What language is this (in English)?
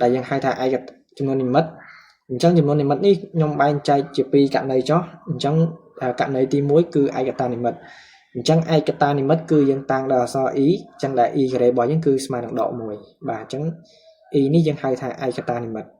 Khmer